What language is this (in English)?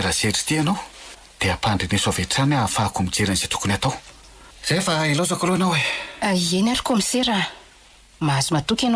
Malagasy